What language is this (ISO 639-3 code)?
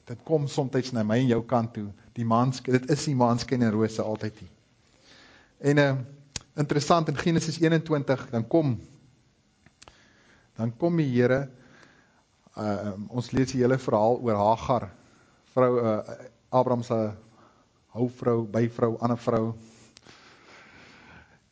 afr